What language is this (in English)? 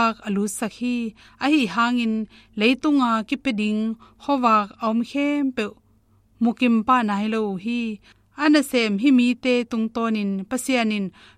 Tedim Chin